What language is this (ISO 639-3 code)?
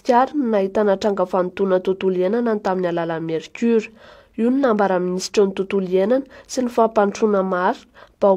mlg